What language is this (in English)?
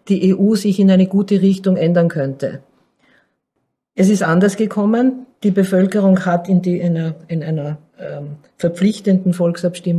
German